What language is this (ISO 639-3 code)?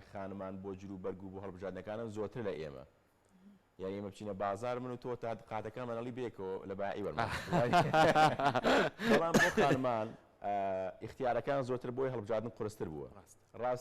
ckb